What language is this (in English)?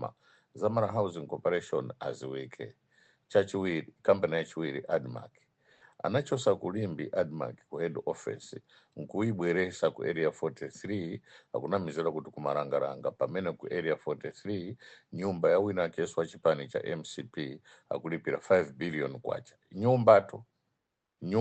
Nyanja